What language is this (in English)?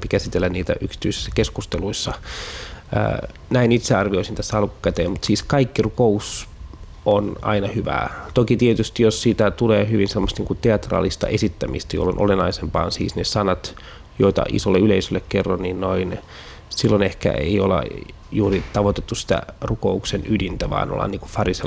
Finnish